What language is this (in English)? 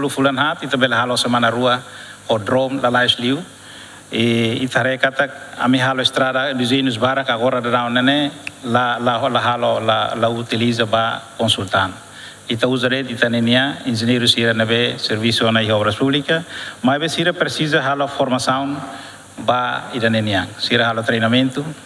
Tetum